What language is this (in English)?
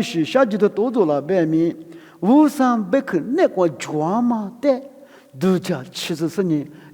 Lisu